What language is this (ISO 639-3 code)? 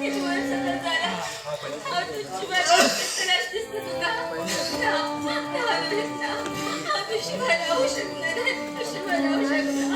kok